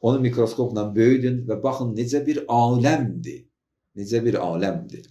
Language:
Azerbaijani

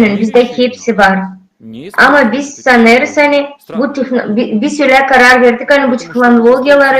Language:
Gagauz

